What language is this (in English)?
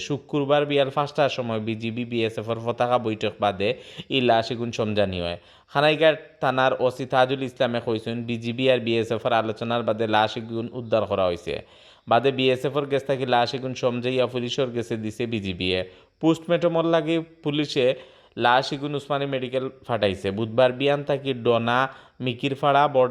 Sylheti